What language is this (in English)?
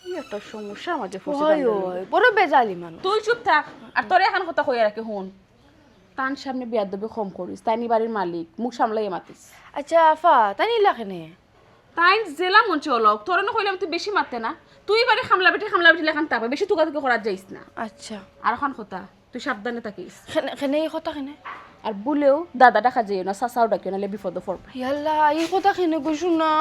Sylheti